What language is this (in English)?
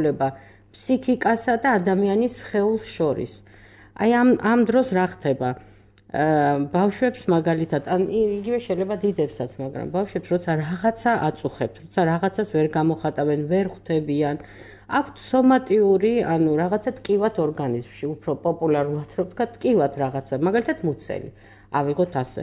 Georgian